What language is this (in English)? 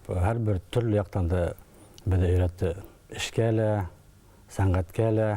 Bashkir